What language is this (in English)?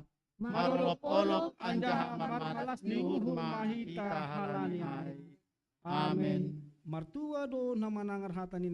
Batak Simalungun